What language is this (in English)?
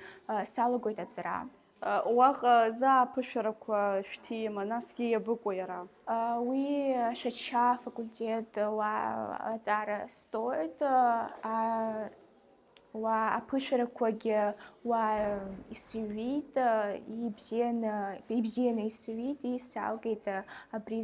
Abkhazian